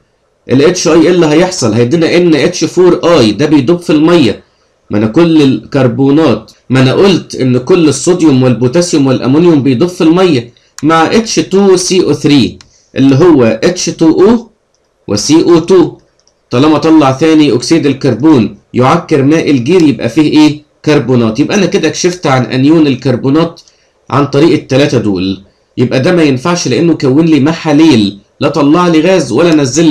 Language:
Egyptian Arabic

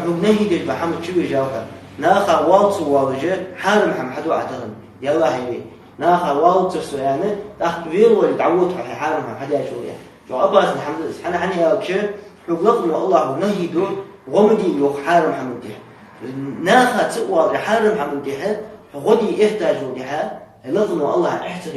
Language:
Ingush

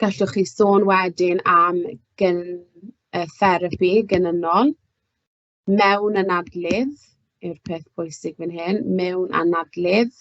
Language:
Welsh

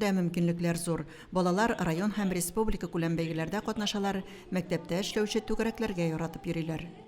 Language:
Tatar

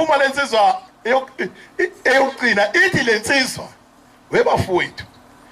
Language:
Zulu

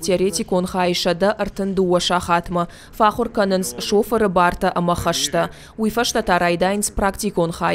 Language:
Ossetic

